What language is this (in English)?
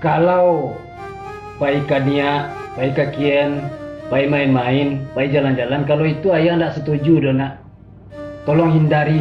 Minangkabau